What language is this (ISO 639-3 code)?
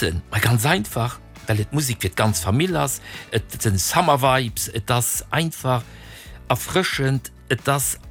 ltz